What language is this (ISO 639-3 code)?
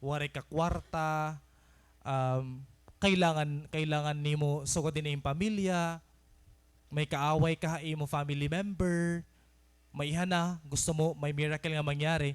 war